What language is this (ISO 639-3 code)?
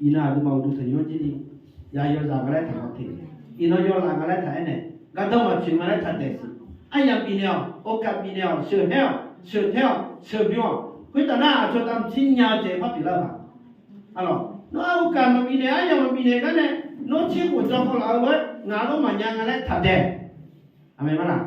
ahk